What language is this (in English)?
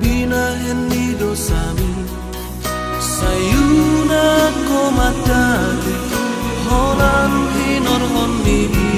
Batak Toba